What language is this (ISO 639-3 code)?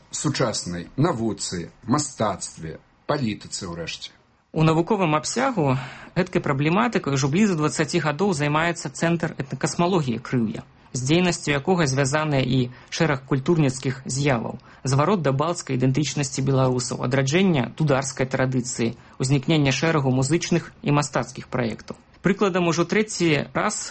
bel